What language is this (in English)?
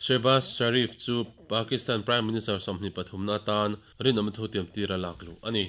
Mizo